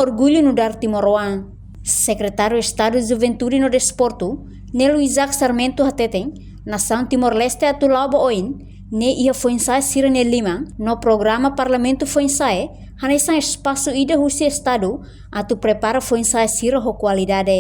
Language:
Tetum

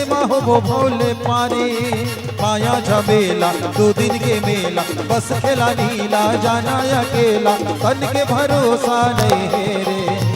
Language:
Chhattisgarhi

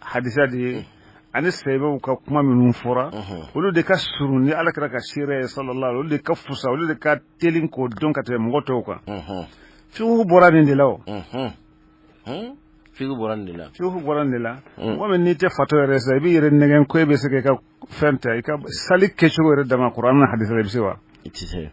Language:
Bambara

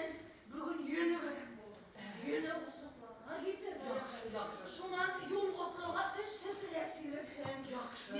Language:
Bashkir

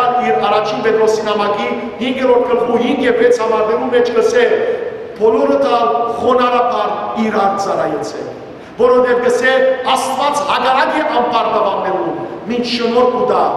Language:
Western Armenian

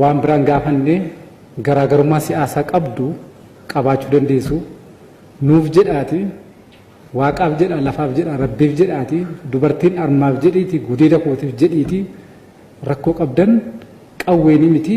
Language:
Oromo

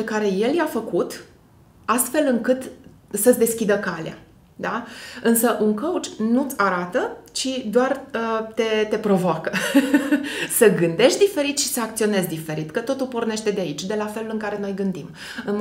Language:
Romanian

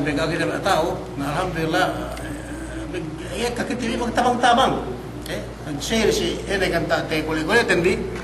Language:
Yakan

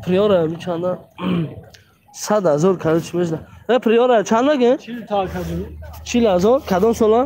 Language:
Tajik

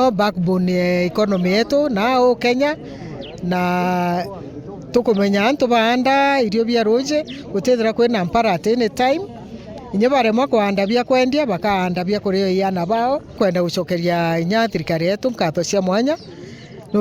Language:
Meru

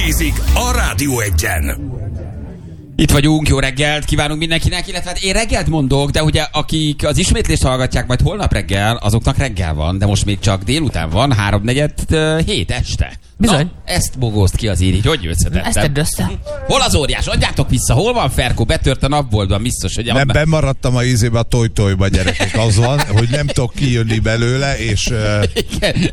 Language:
Hungarian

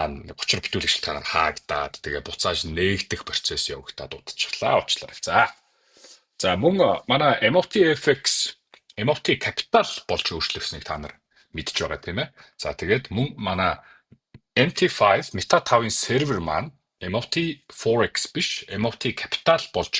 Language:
Mongolian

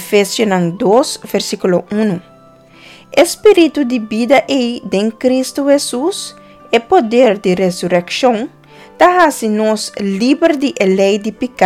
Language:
Papiamento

